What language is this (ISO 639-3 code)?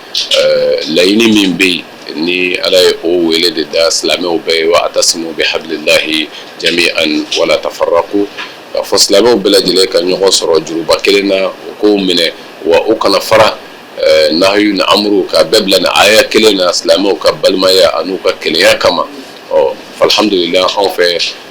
bam